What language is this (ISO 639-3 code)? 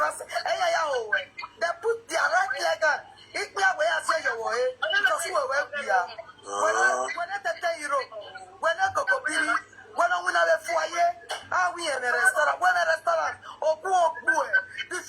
pcm